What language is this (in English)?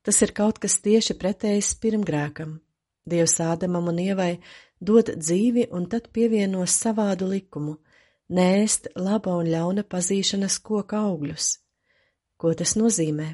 Latvian